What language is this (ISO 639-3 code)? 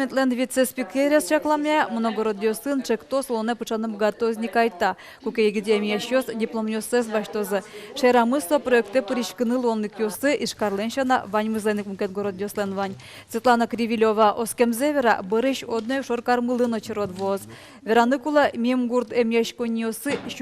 udm